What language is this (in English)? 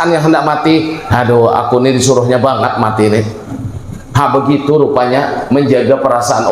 Banjar